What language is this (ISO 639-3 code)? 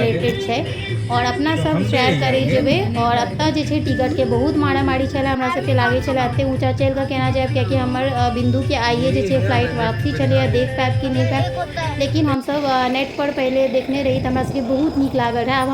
mai